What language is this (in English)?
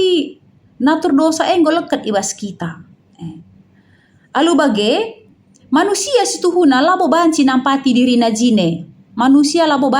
Batak Karo